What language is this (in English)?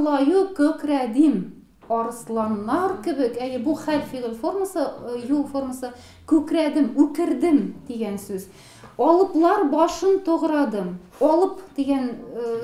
Tatar